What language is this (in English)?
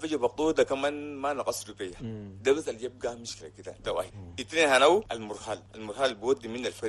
Chadian Arabic